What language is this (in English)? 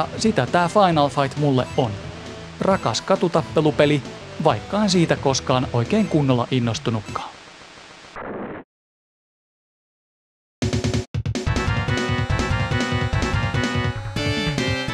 Finnish